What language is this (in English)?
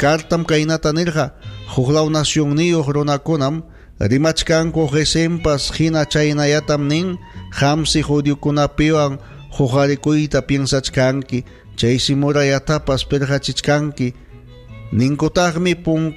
Ayacucho Quechua